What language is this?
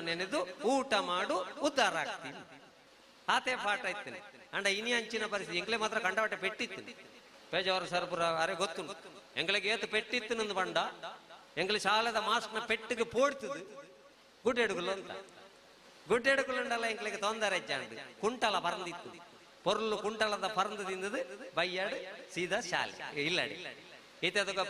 Tulu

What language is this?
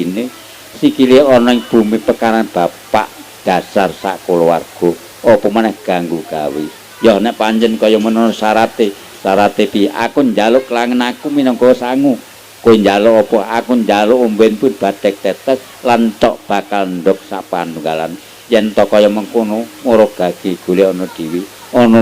Javanese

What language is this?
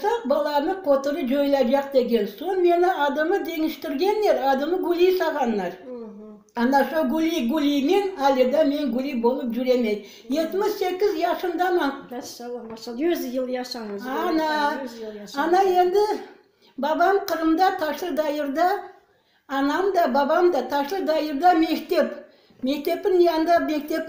Crimean Tatar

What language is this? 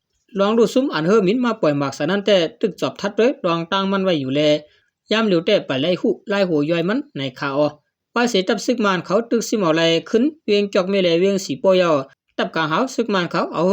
Shan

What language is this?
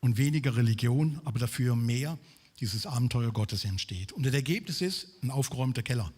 Swiss German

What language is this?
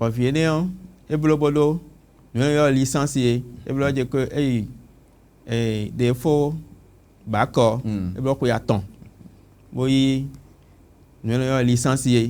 Fon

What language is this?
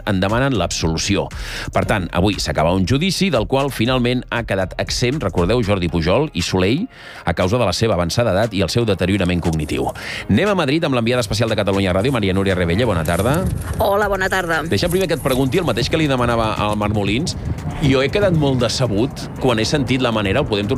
Catalan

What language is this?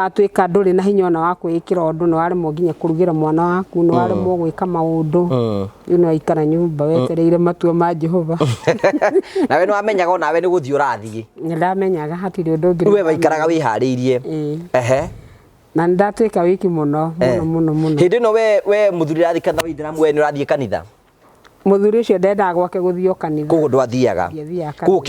Kikuyu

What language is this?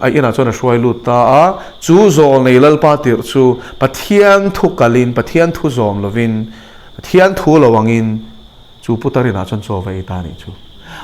Mizo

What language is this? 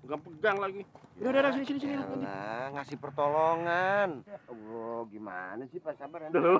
Betawi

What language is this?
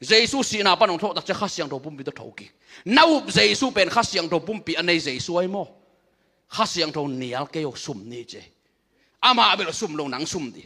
Tedim Chin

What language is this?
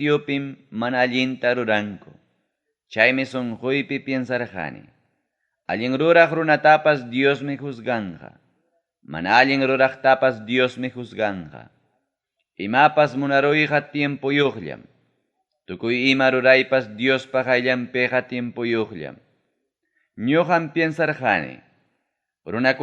Ayacucho Quechua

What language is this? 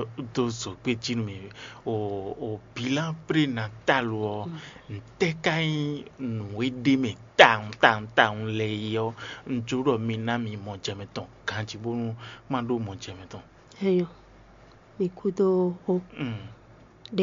Fon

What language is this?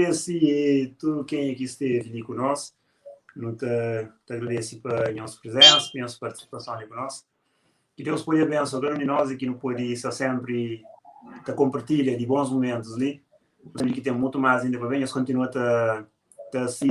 Kabuverdianu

